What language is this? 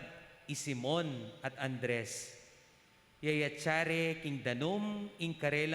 Pampanga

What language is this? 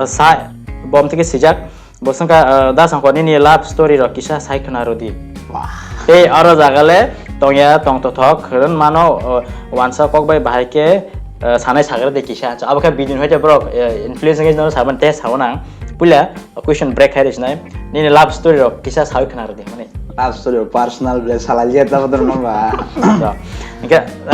Kok Borok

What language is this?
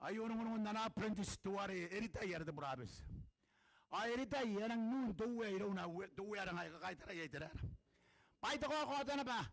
Gilbertese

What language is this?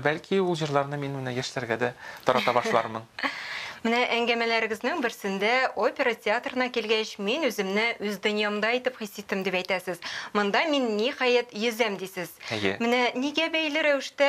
Tatar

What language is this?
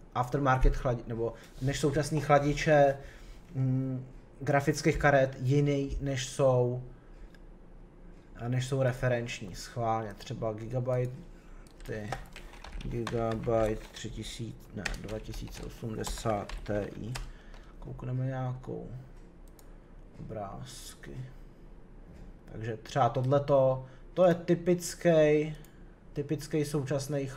Czech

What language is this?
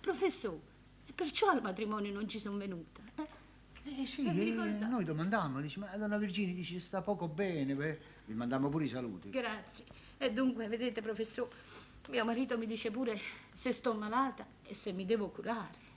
Neapolitan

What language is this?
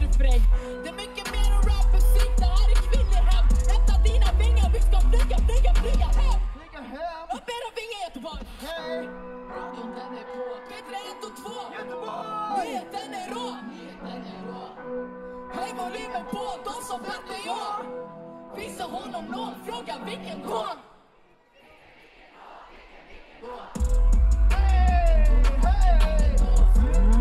Swedish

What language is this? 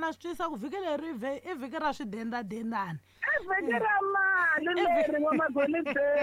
Tsonga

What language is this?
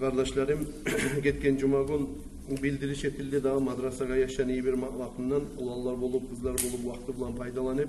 Kumyk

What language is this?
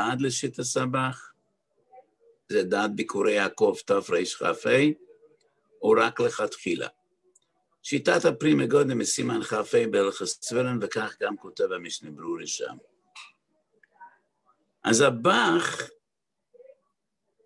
Hebrew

